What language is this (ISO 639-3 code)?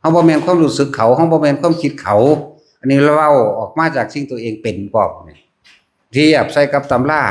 tts